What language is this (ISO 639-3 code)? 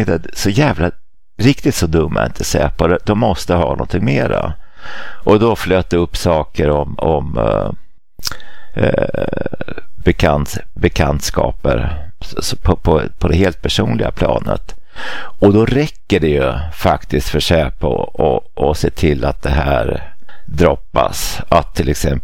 swe